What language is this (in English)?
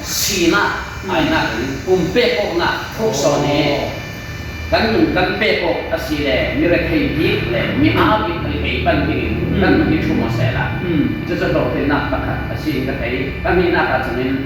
Falam Chin